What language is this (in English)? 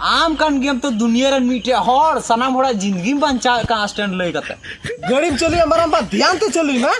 Santali